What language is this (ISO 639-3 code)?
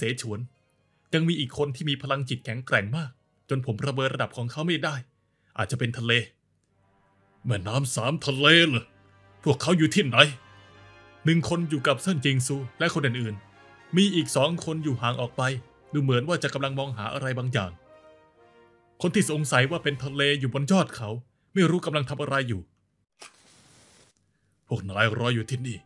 tha